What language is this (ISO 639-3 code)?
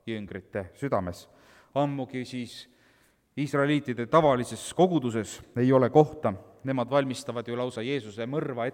est